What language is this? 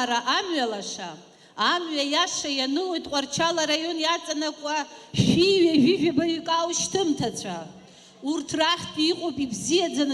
Abkhazian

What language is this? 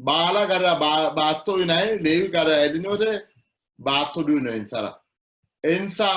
Sidamo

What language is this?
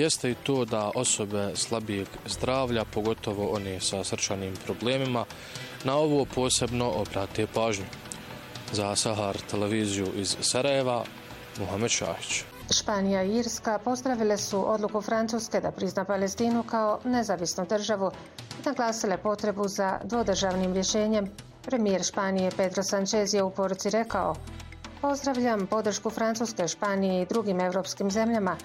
Bosnian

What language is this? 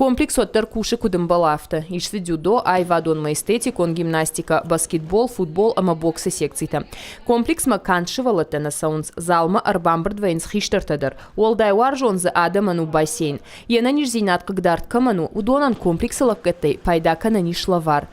Ossetic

